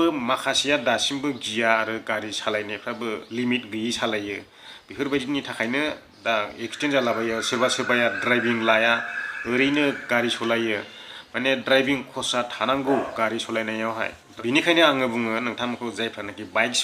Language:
Bodo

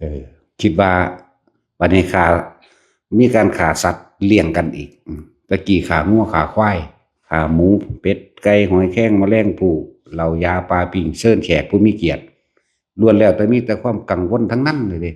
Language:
Northeastern Thai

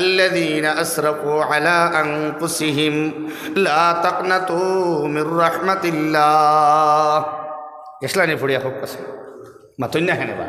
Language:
Sylheti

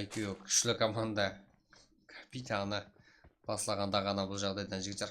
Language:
Kara-Kalpak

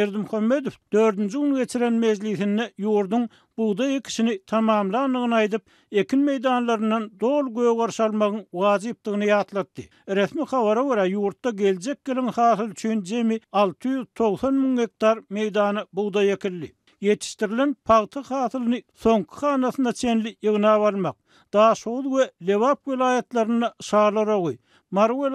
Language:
Turkmen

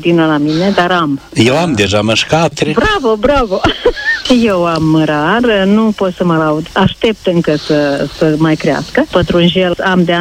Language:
Romanian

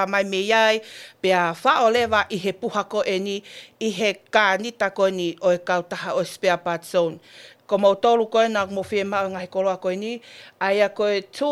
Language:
Tongan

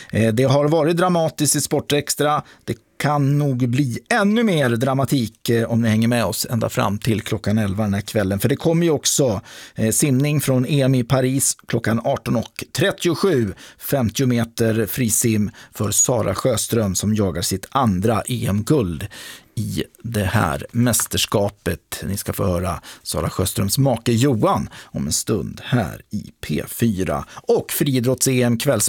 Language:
Swedish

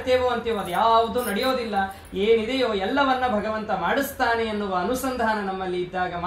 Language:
Kannada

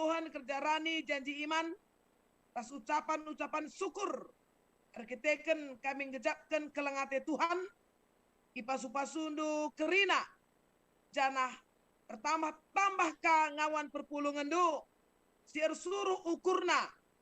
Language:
Batak Karo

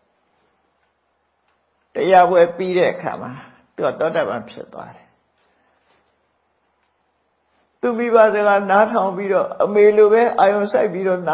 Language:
Burmese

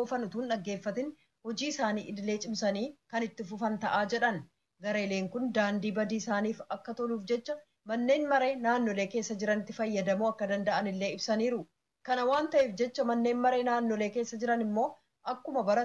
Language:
Oromo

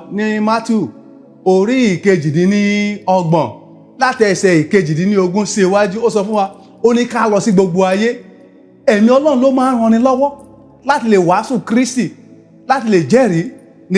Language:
Yoruba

